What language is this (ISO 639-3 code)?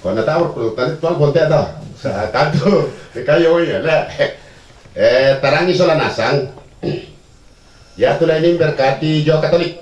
sda